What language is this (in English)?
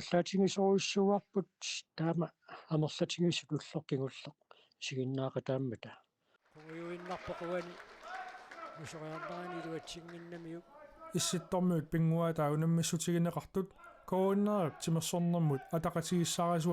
Kalaallisut